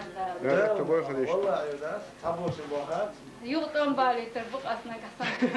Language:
Chechen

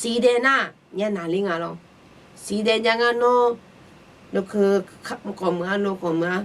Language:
Akha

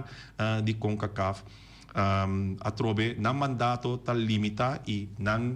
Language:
Papiamento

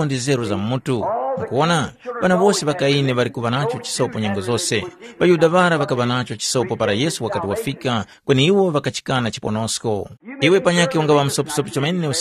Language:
Tumbuka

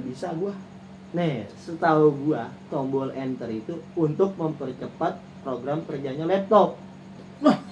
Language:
Betawi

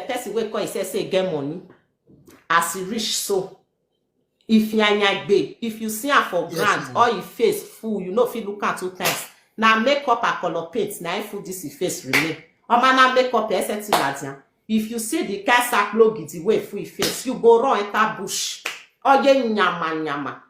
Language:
Nigerian Pidgin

